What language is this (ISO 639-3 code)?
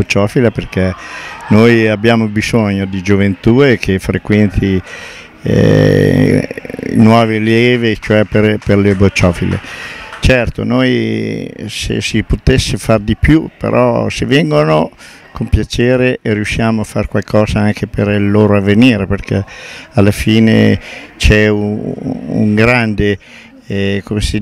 ita